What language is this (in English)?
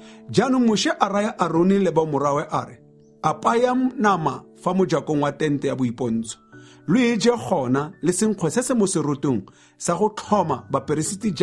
Tswana